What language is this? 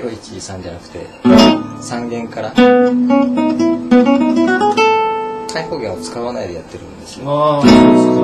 Japanese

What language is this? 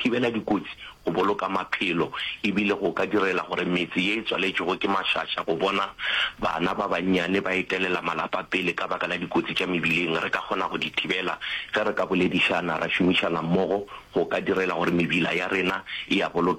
Northern Sotho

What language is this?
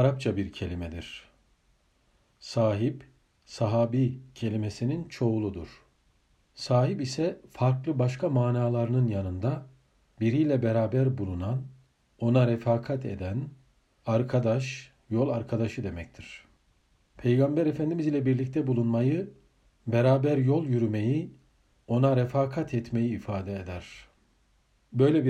Turkish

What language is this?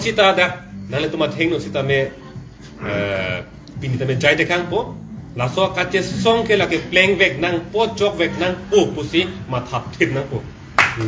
Karbi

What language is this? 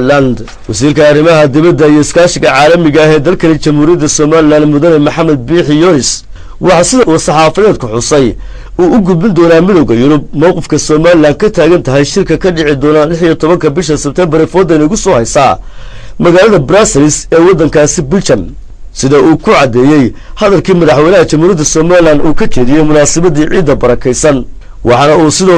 Somali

